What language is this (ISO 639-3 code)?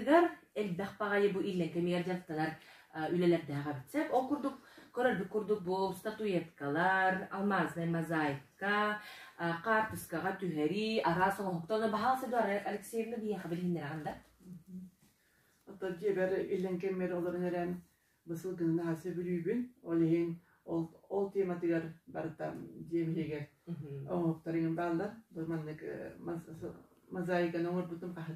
sah